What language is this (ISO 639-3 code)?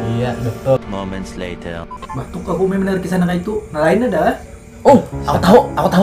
bjn